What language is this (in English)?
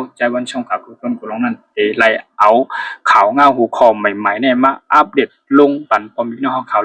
Shan